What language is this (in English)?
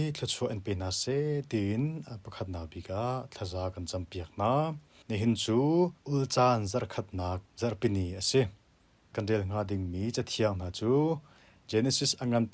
Hakha Chin